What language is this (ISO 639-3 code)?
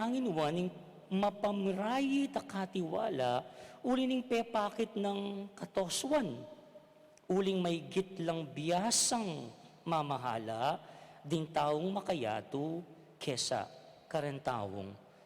pam